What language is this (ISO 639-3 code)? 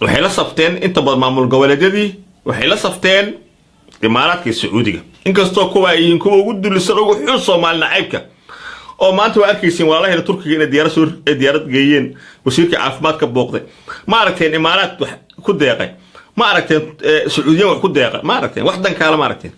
som